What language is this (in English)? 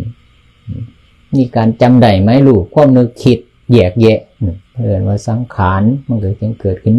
Northeastern Thai